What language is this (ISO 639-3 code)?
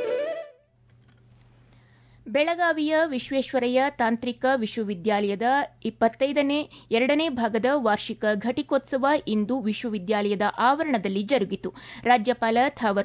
kan